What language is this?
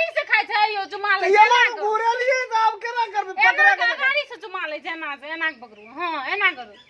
Maithili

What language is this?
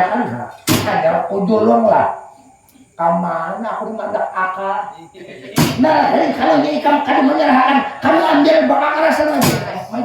Banjar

